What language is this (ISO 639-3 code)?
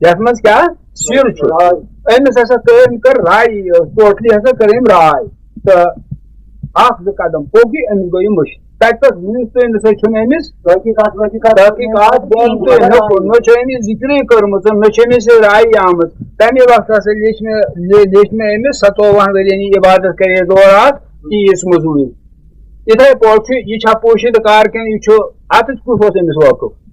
kas